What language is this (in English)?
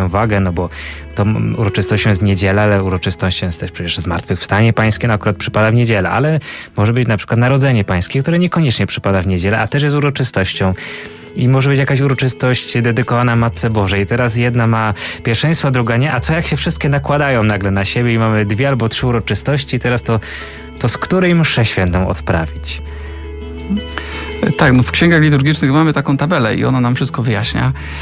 Polish